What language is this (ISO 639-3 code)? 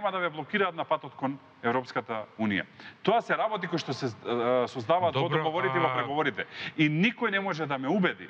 mkd